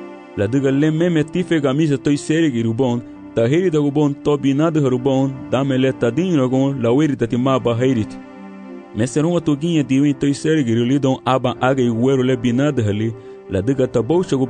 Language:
Garifuna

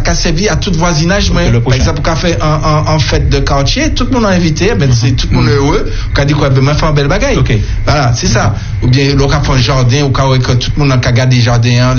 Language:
French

